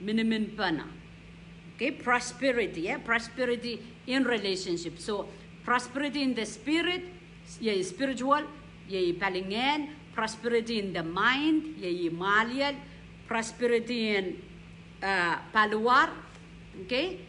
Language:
Pohnpeian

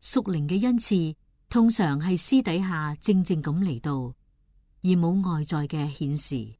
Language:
Cantonese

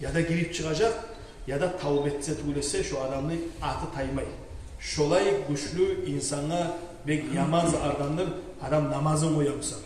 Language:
Kumyk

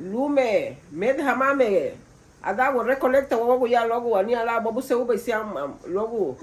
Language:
Garifuna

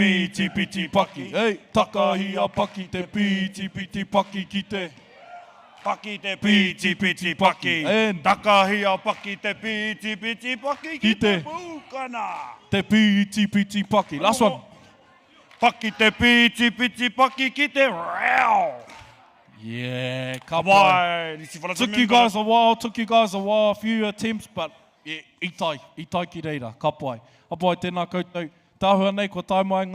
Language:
Māori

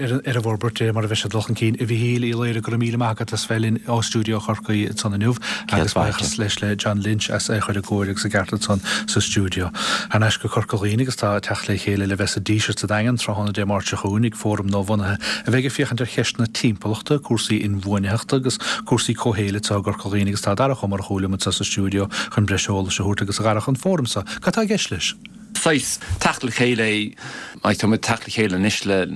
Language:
Irish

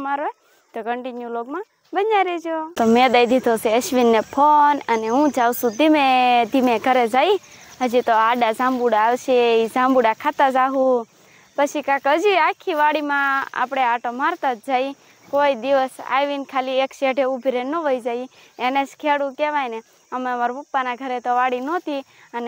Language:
Gujarati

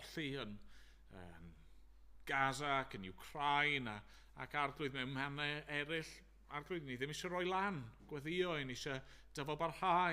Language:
Welsh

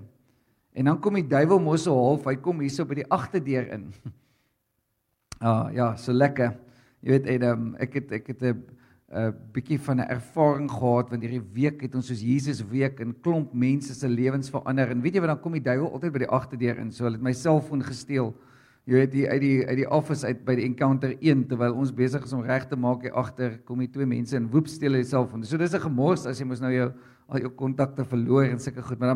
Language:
Afrikaans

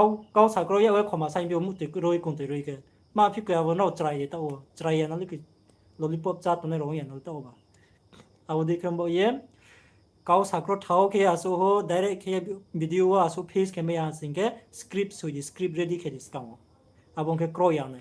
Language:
Riang (India)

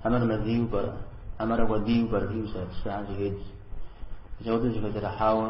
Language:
Kabardian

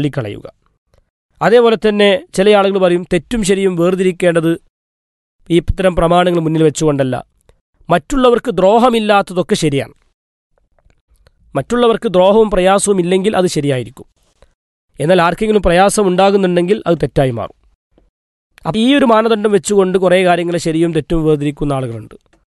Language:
Malayalam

